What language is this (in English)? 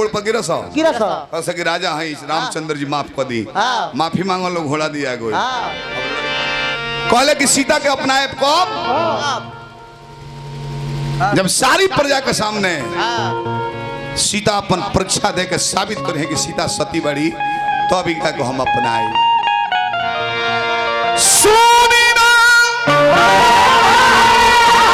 Bhojpuri